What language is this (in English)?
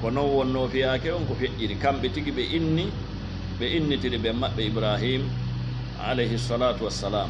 Fula